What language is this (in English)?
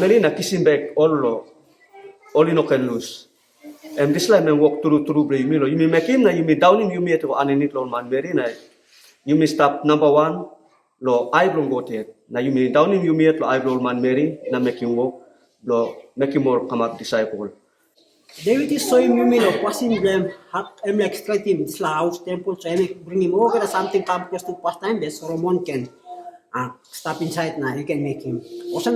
Tok Pisin